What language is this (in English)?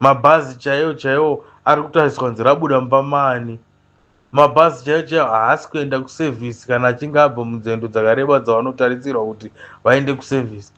Shona